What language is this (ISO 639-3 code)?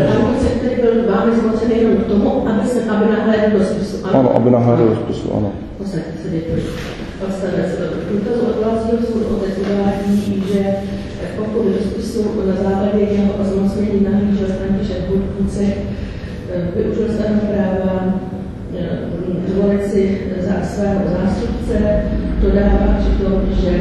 ces